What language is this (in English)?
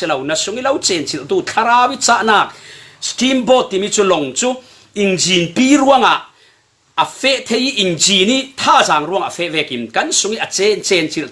Falam Chin